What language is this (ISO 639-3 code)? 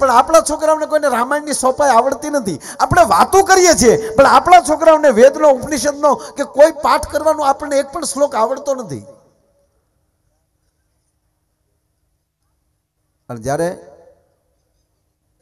guj